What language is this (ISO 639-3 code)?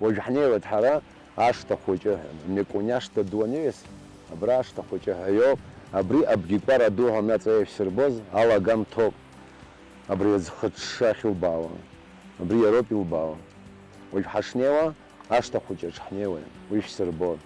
abk